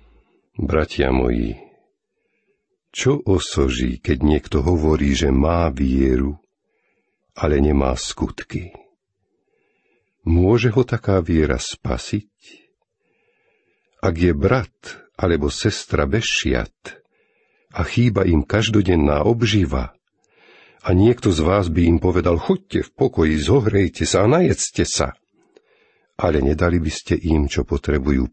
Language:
Slovak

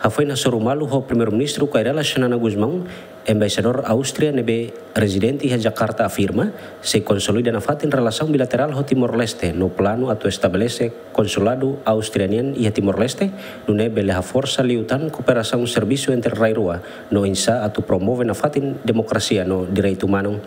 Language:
Tetum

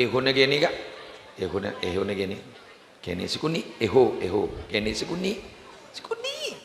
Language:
Madurese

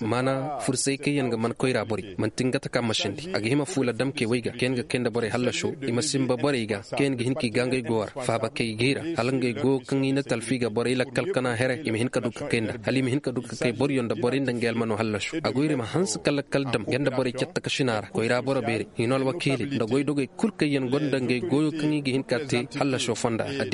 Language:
Koyraboro Senni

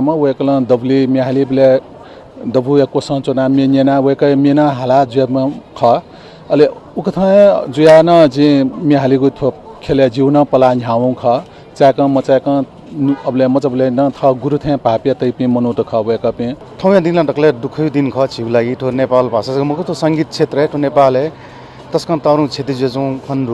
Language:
Newari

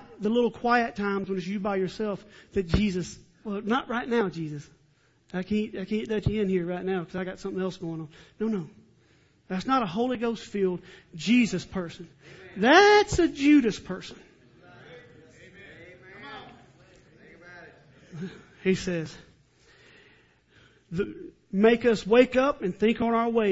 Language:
English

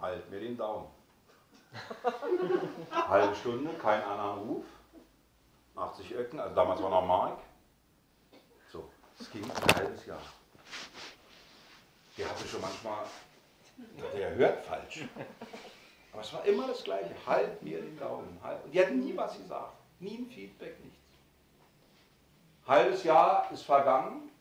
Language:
German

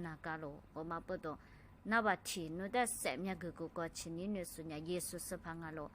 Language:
Lisu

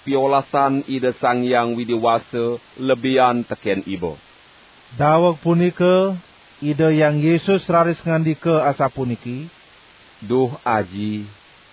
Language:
Balinese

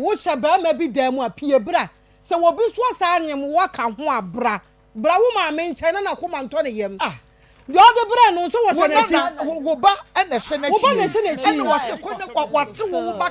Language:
Akan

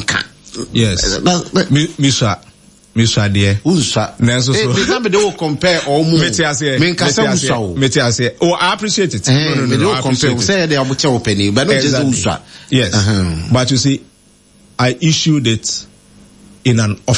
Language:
Akan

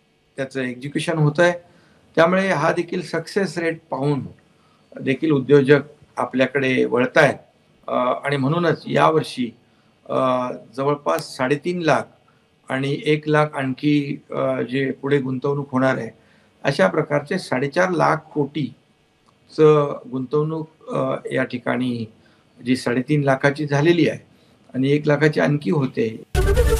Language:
Marathi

